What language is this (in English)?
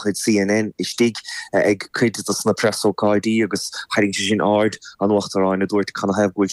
Irish